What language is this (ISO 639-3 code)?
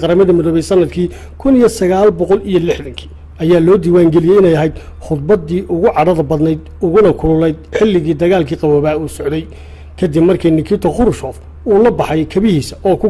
som